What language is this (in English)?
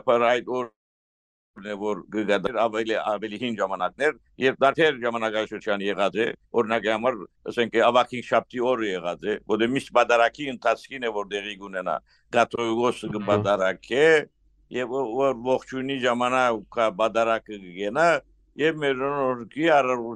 Western Armenian